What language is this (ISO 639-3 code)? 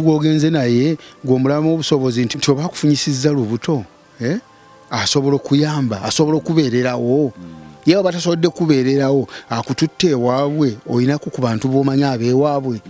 lug